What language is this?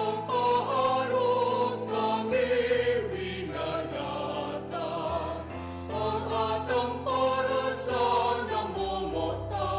Bikol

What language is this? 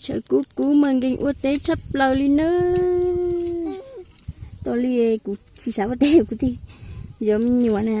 Hmong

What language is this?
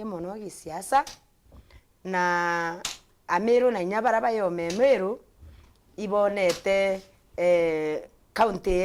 Meru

